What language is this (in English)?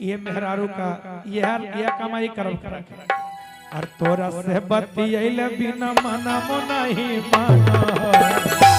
Magahi